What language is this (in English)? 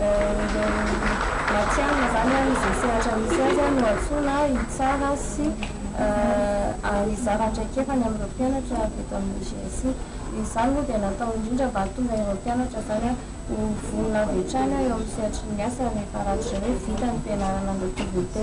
Malagasy